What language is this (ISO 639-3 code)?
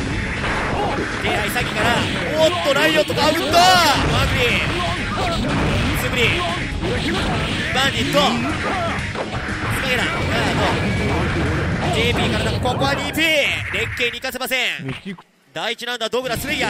jpn